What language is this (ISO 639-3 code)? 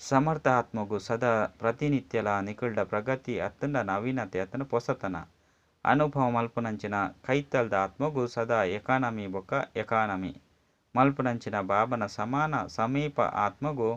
tcy